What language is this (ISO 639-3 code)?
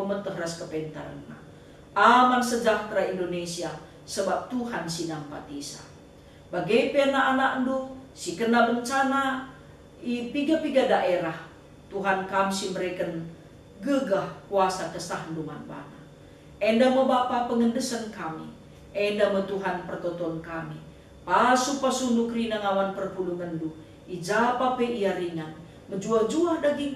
btx